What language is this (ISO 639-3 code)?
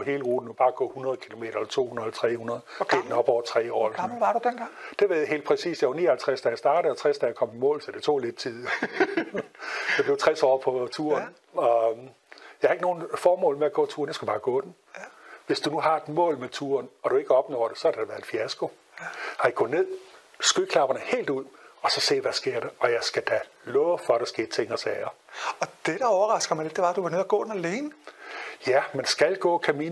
dan